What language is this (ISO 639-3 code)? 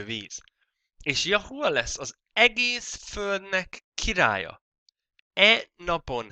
hun